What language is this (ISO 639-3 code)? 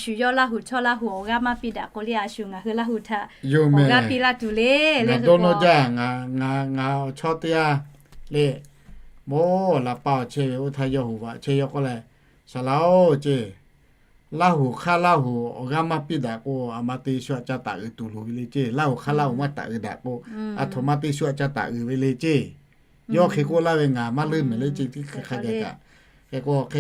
lhu